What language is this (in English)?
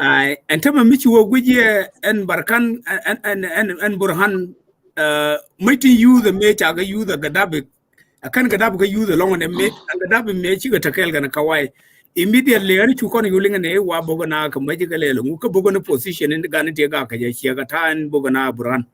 Nuer